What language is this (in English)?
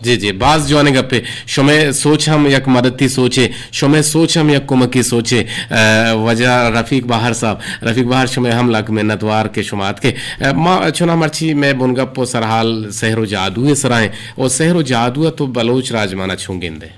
Eastern Balochi